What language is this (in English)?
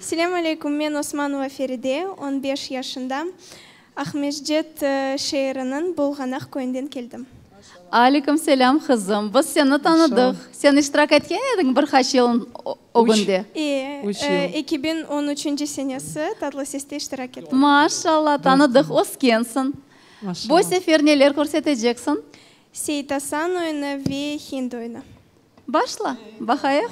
Crimean Tatar